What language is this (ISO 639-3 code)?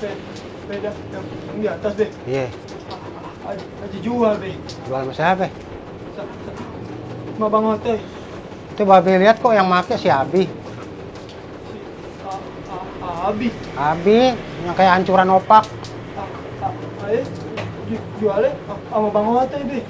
bew